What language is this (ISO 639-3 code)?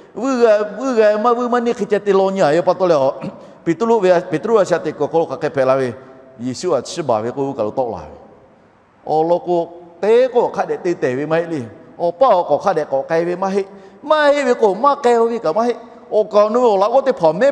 lhu